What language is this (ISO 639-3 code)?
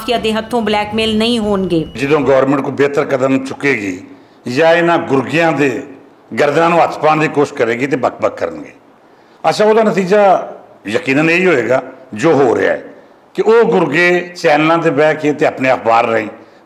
lah